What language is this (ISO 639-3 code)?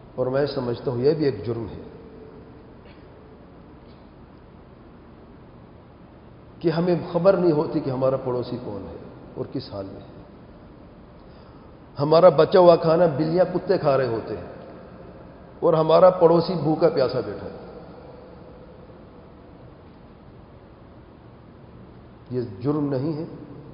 urd